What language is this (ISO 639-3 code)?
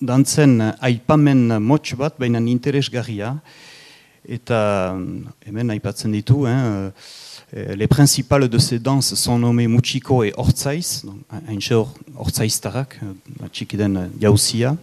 eus